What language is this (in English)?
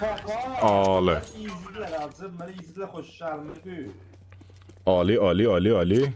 South Azerbaijani